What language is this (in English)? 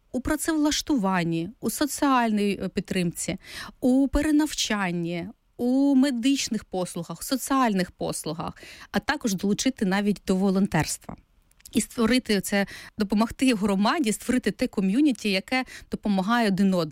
Ukrainian